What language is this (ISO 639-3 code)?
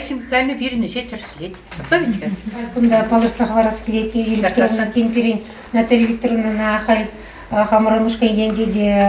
chv